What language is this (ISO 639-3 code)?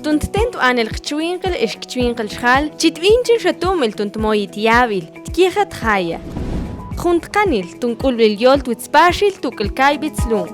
mam